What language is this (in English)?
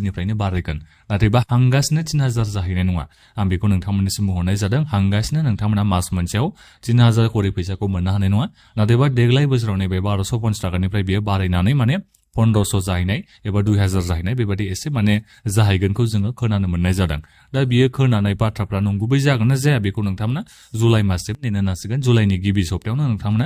Bodo